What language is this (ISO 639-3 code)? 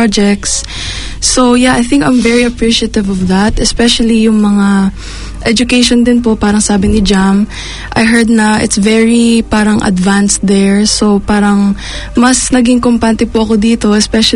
fil